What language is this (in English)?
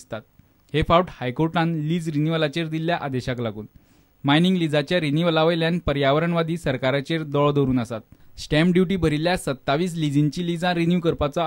Konkani